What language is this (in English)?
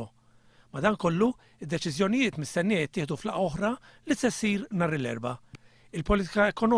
Maltese